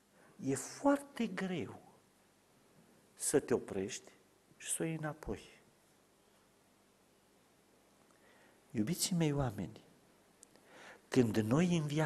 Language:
Romanian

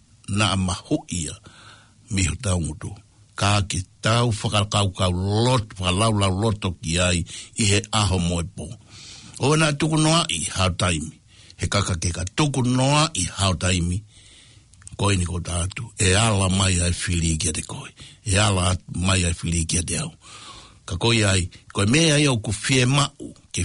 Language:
Tongan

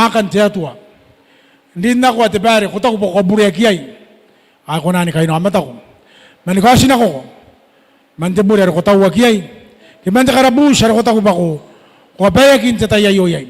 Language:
Gilbertese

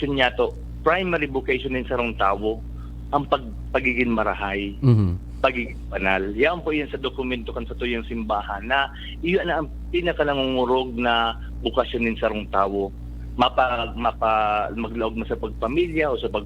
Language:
Bikol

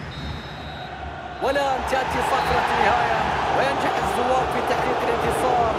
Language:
Arabic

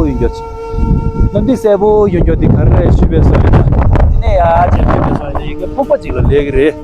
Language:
Tibetan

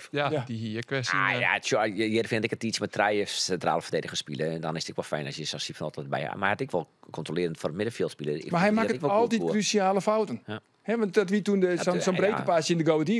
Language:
Western Frisian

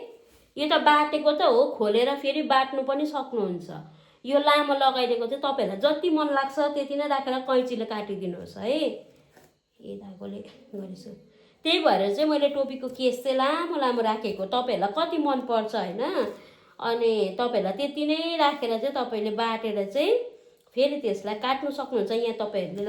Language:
Nepali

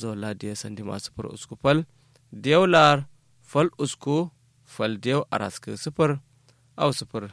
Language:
Kanuri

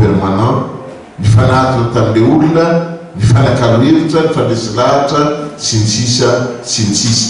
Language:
Malagasy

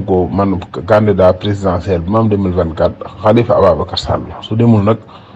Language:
Wolof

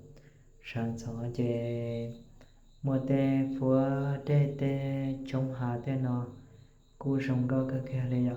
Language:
Hmong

